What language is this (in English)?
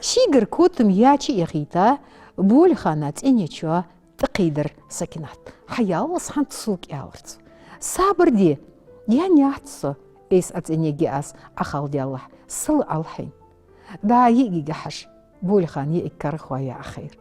Ingush